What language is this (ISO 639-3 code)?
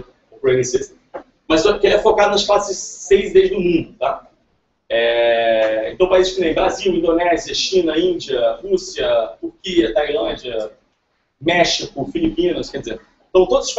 por